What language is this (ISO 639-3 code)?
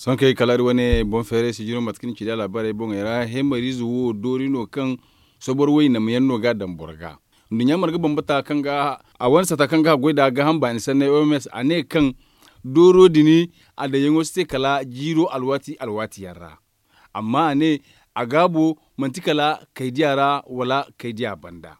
dje